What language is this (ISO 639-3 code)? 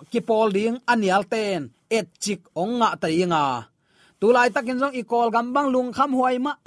ctd